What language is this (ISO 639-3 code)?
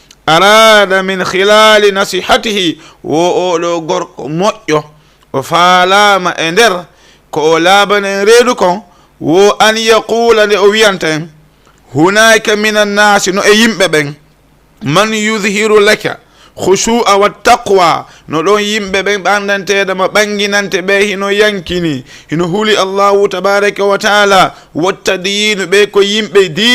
ful